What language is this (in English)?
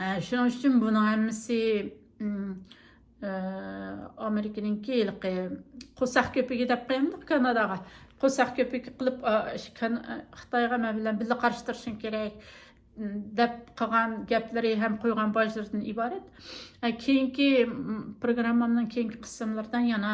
Uyghur